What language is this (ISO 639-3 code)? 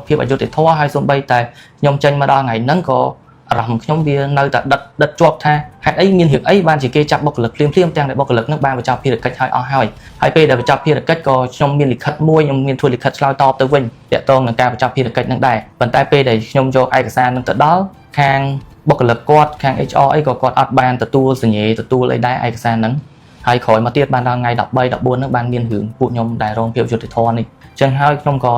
khm